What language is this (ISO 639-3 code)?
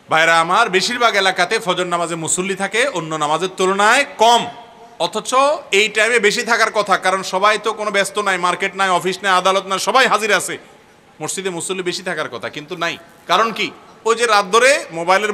ben